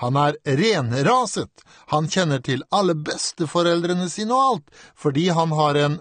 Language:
Norwegian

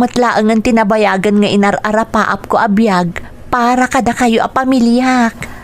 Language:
Iloko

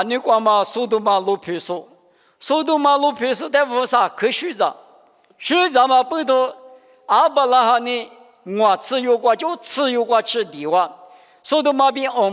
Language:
Lisu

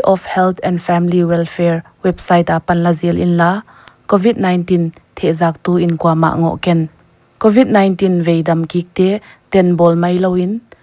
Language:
Paite Chin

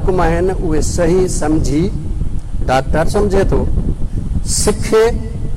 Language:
Sindhi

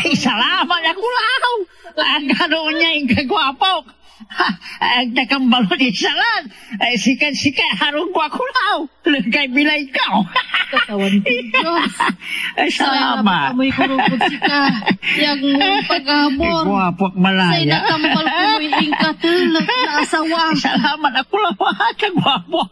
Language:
Pangasinan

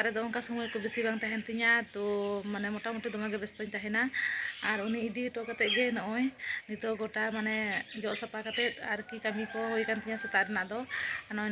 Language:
Santali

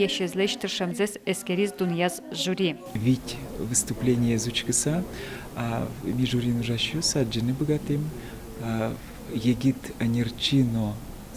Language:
Udmurt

